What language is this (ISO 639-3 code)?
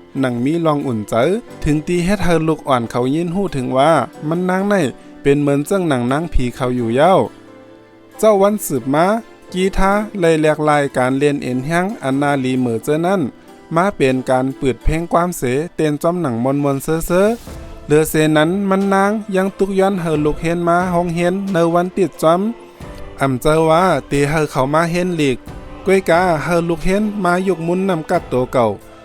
shn